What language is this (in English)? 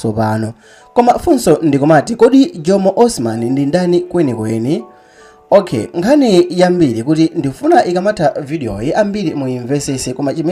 Nyanja